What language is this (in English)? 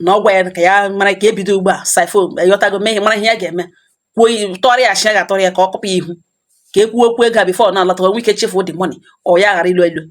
Igbo